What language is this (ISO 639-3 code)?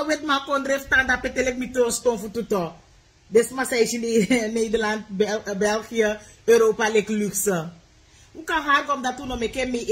srn